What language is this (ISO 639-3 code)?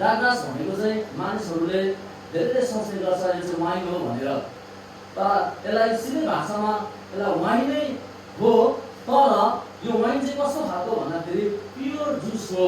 nep